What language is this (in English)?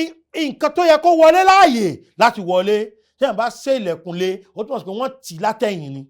Yoruba